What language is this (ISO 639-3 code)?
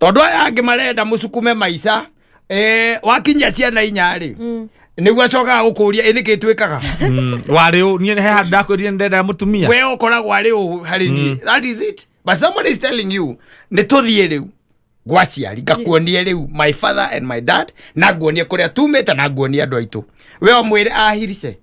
kik